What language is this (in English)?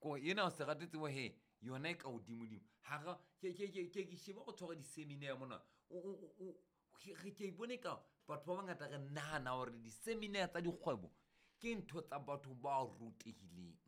Southern Sotho